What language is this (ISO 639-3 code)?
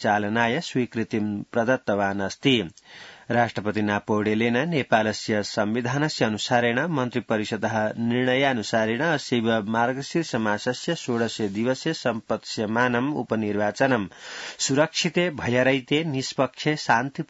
san